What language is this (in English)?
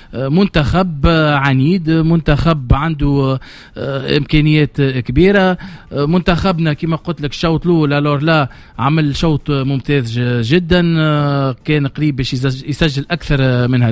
Tunisian Arabic